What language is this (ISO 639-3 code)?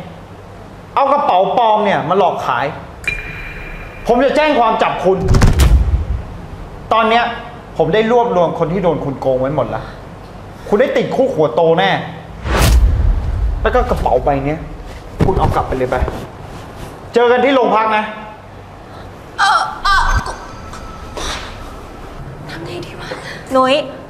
tha